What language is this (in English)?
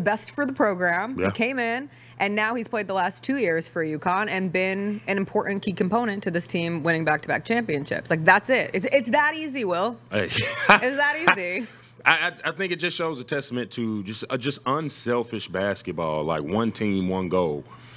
English